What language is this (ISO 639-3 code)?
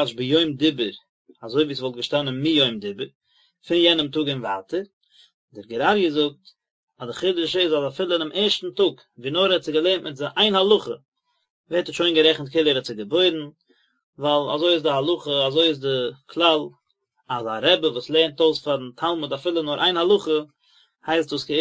yid